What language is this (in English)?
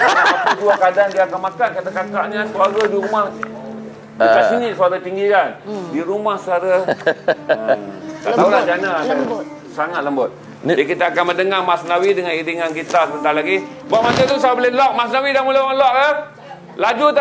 Malay